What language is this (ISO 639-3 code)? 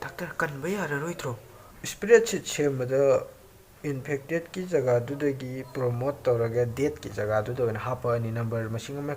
mni